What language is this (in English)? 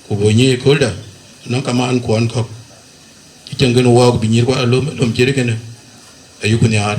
Dinka